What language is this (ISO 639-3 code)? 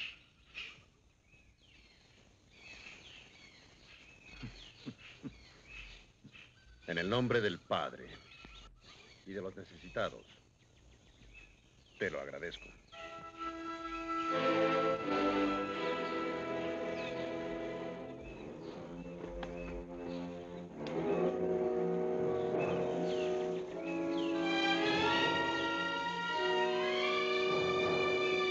spa